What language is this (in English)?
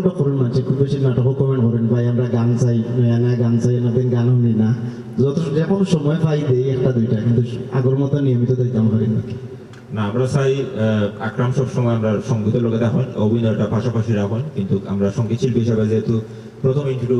Sylheti